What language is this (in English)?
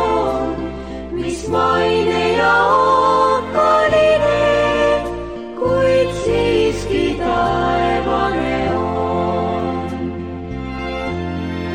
Estonian